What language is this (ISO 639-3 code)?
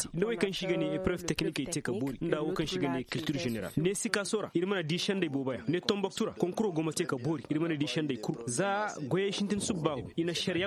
ses